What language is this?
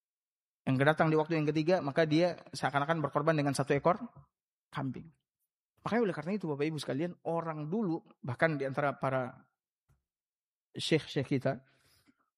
Indonesian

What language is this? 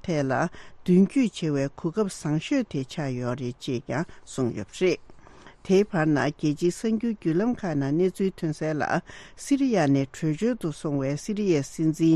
Tibetan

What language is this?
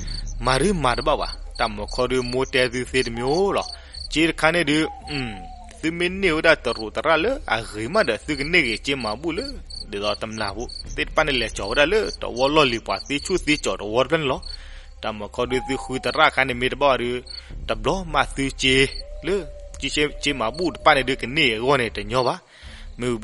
S'gaw Karen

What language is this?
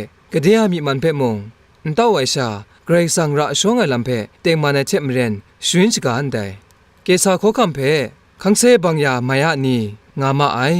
Kachin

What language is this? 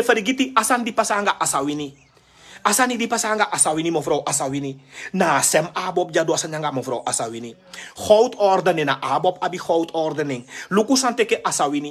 Sranan Tongo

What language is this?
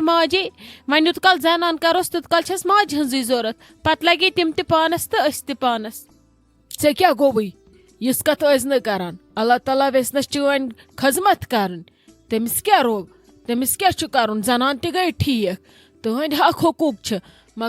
Kashmiri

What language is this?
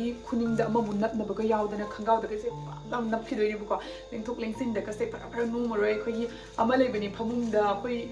Manipuri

